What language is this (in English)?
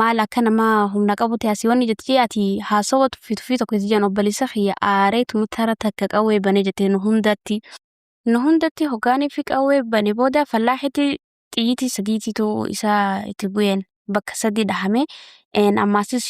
Oromo